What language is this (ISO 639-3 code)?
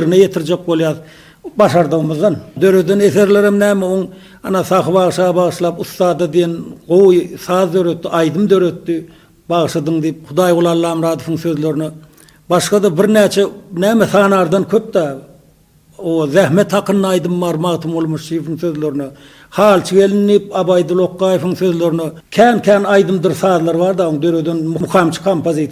tuk